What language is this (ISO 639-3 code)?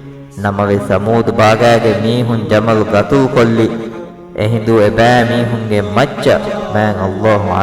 div